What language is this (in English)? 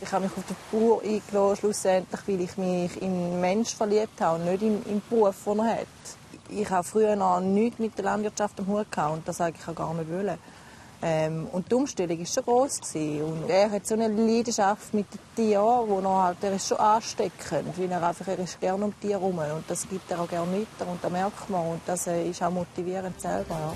Swiss German